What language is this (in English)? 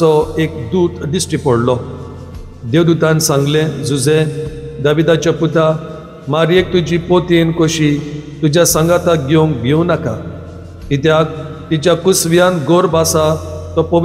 Konkani